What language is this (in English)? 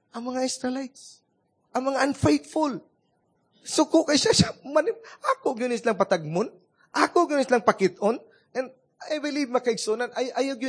Cebuano